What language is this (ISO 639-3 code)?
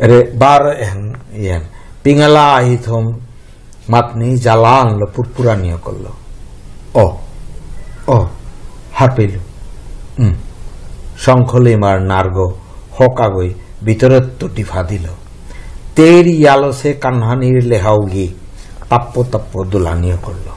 bpy